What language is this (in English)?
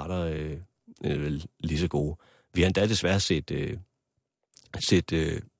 Danish